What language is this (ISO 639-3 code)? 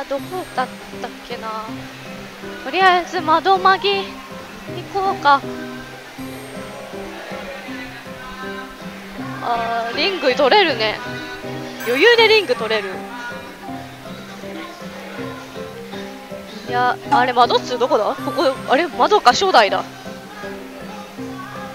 jpn